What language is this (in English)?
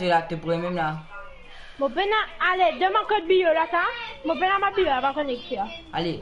Morisyen